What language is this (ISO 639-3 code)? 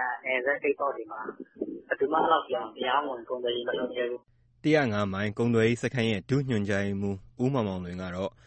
mya